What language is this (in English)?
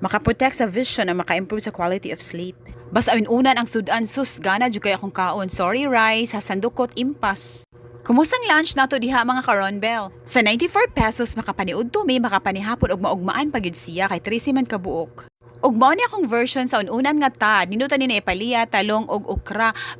Cebuano